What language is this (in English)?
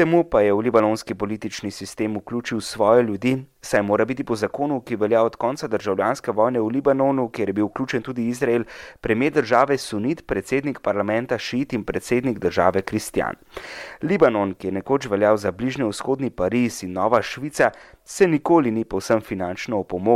Slovenian